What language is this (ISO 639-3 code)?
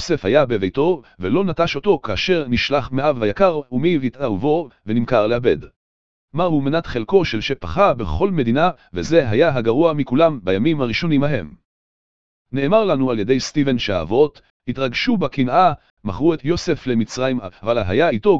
heb